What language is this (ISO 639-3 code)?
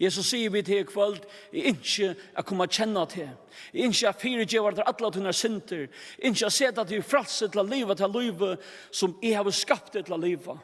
fao